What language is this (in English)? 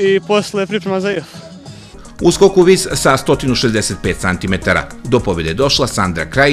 Serbian